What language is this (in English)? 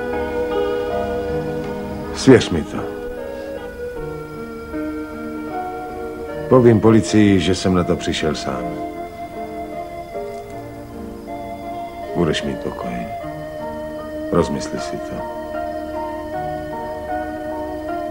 Czech